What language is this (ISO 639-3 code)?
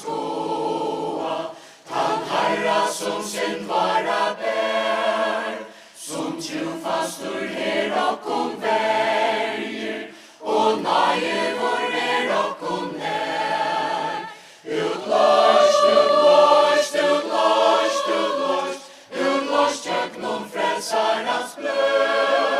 fao